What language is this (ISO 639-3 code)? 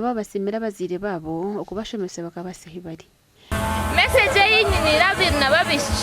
nyn